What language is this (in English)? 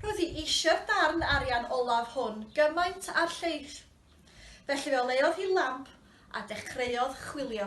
Welsh